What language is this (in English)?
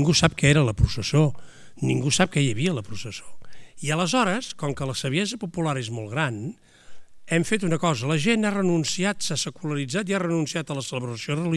Catalan